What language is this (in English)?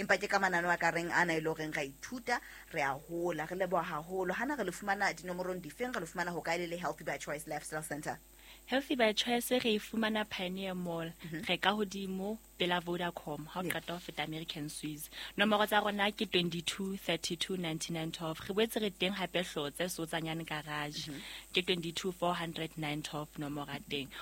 Southern Sotho